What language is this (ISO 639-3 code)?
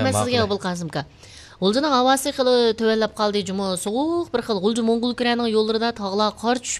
uig